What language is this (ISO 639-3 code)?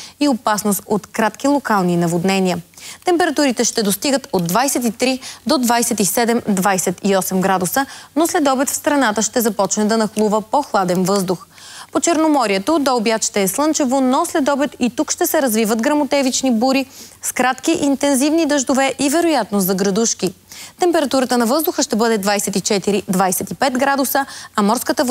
bul